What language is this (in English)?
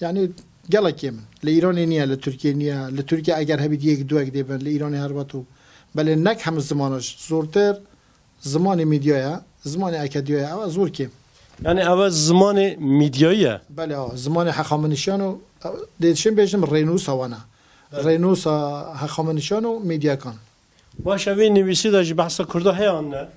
Kurdish